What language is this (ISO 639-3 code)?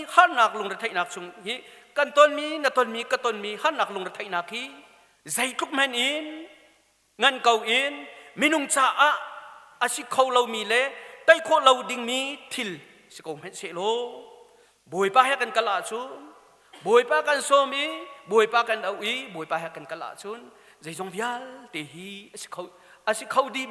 cnh